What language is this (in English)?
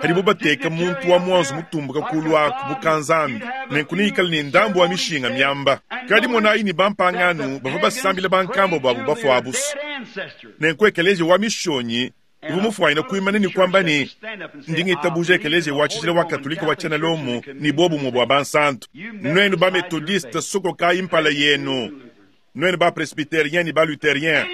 Luba-Lulua